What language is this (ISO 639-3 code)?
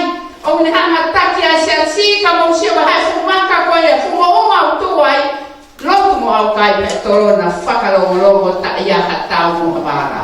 ton